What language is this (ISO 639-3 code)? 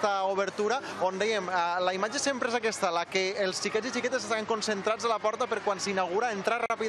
cat